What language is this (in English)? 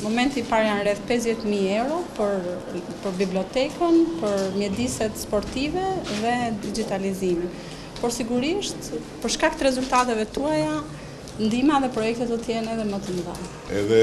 Albanian